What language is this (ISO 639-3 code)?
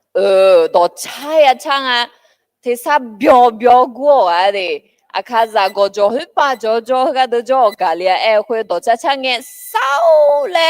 ahk